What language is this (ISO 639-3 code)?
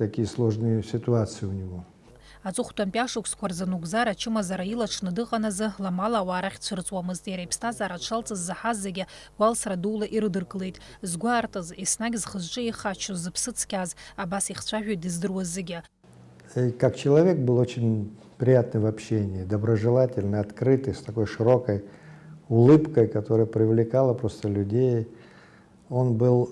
abk